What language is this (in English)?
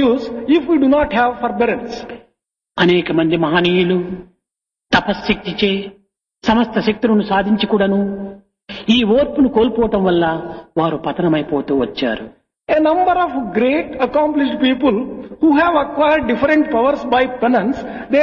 Telugu